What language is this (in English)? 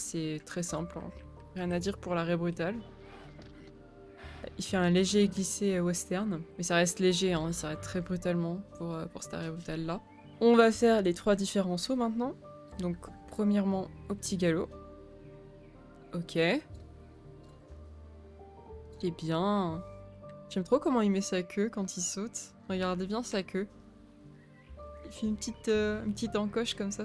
French